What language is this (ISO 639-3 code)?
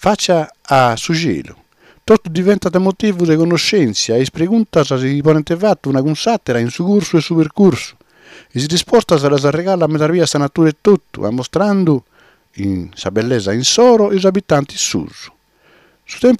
srd